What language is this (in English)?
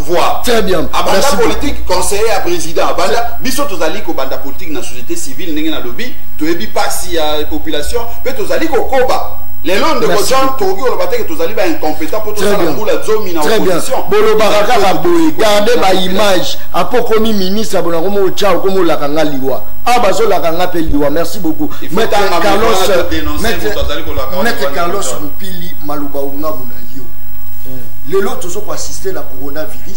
Lingala